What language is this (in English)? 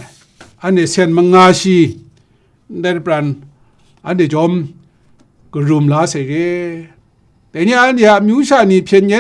Kachin